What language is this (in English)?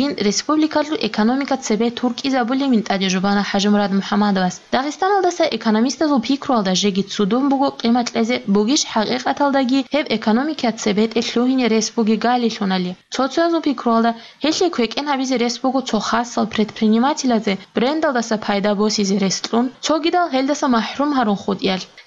Avaric